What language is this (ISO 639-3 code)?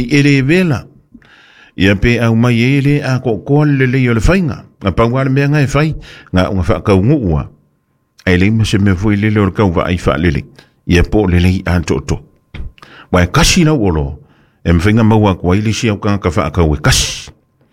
smo